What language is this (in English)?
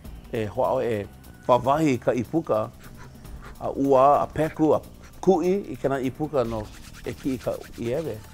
Hawaiian